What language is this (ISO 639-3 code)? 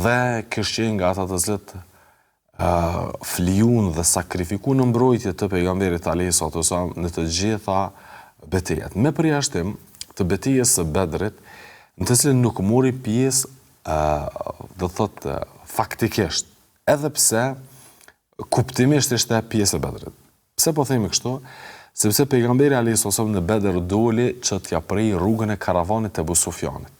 sqi